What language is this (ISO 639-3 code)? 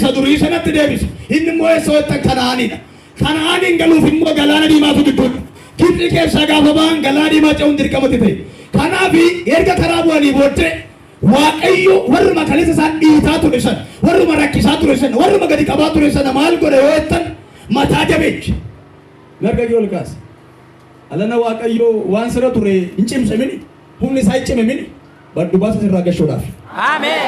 orm